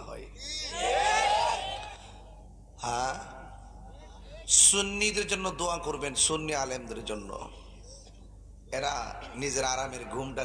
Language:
Bangla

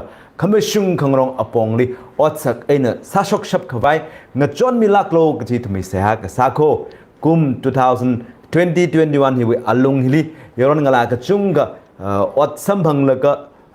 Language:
Tangkhul Naga (India)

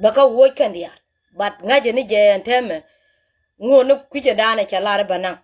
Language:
Nuer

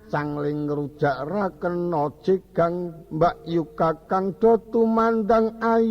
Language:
Javanese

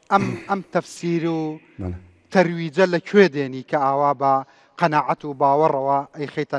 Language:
Central Kurdish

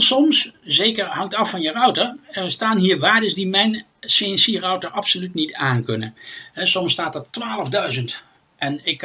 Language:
Dutch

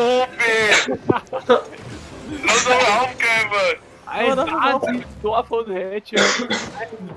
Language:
Bavarian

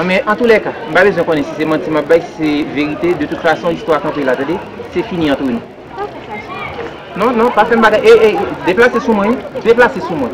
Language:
Haitian Creole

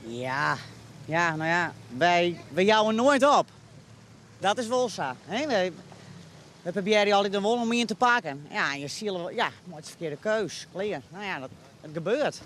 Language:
Western Frisian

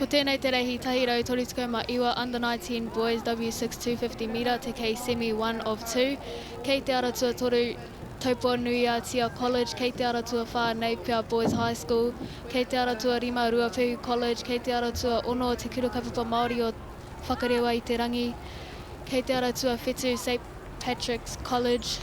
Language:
Māori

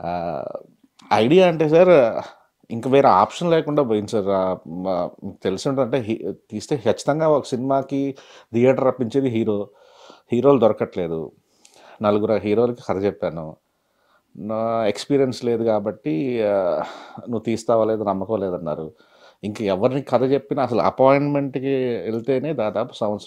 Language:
Telugu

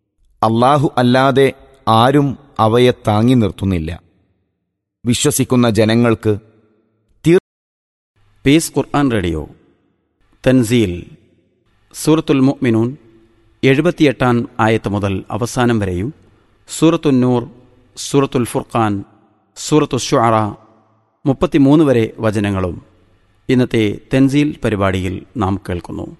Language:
Malayalam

